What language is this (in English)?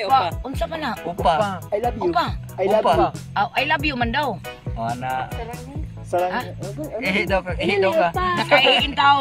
Cebuano